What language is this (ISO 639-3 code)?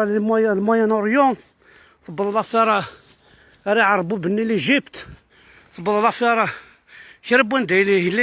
kab